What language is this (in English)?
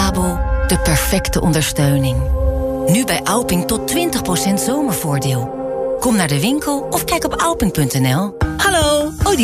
Dutch